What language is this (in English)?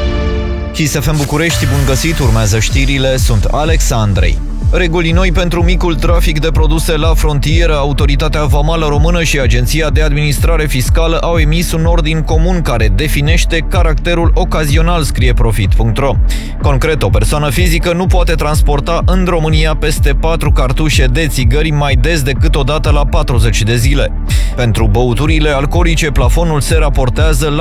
Romanian